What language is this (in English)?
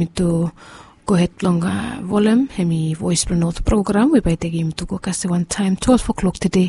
Bislama